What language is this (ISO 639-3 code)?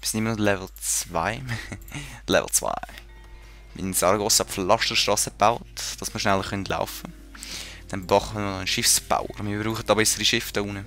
gsw